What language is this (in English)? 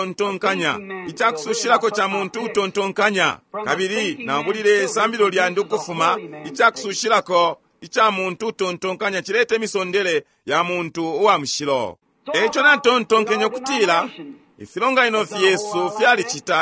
Bemba